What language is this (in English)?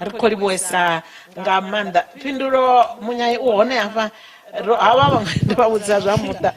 Venda